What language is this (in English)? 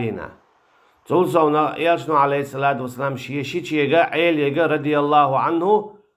Chechen